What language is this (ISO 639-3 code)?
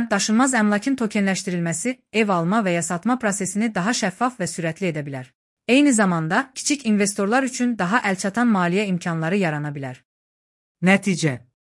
aze